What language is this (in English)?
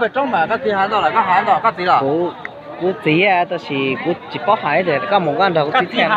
Hmong